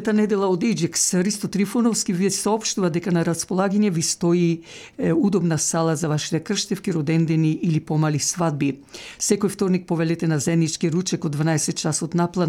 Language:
Macedonian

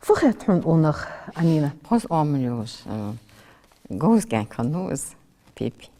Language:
Ingush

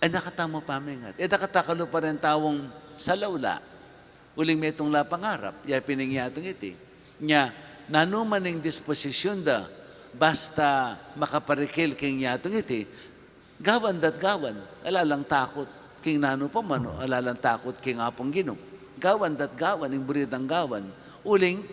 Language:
Pampanga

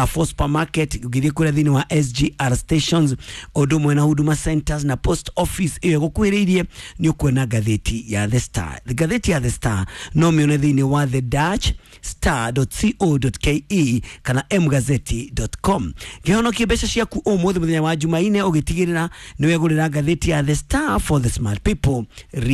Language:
Kikuyu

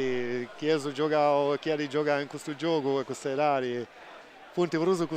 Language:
Sardinian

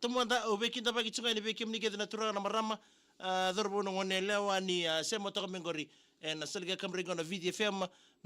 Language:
Fijian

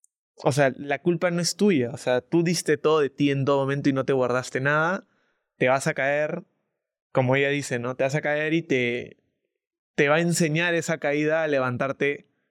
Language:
Spanish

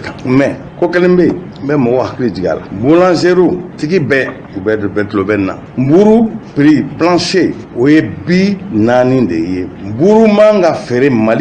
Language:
Bambara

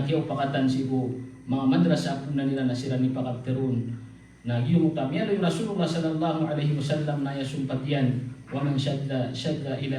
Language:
Maranao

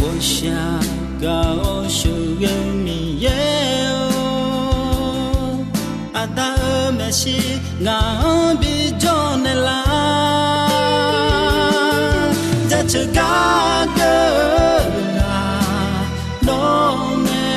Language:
Akha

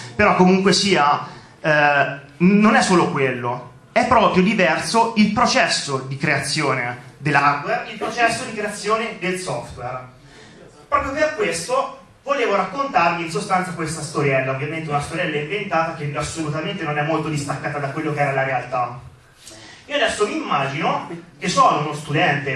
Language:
Italian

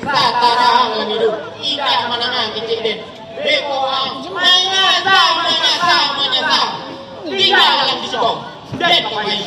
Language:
Minangkabau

